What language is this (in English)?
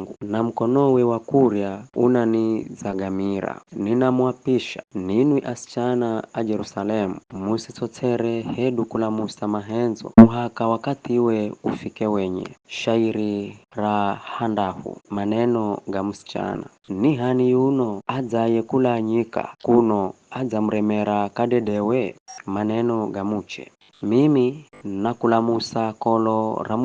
Giryama